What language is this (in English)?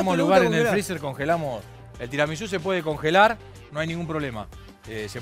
Spanish